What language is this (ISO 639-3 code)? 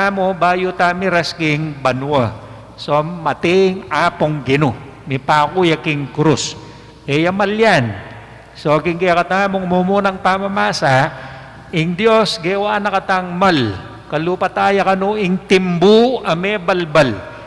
pam